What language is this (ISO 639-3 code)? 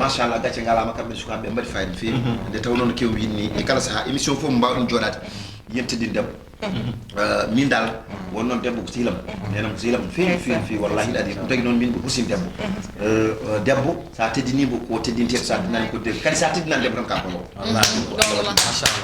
ful